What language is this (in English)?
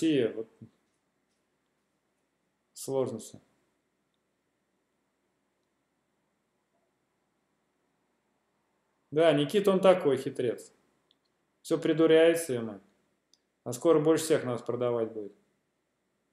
Russian